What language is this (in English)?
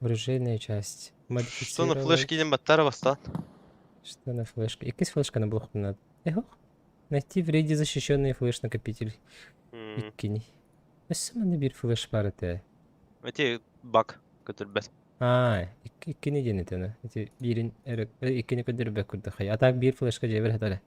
Yakut